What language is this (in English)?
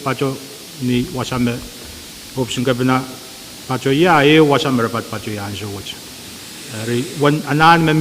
Pohnpeian